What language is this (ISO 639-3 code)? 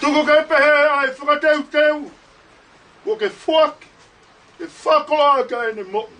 ton